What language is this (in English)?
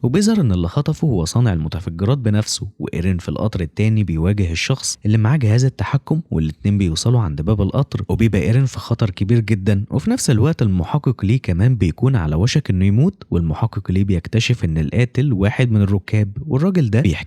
Egyptian Arabic